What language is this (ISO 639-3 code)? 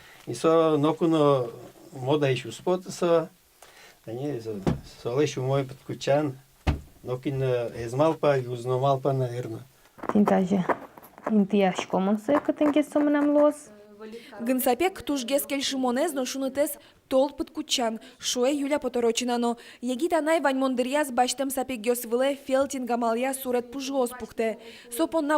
udm